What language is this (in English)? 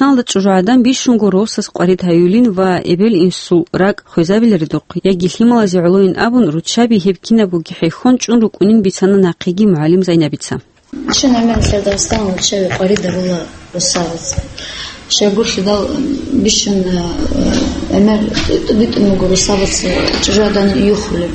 Avaric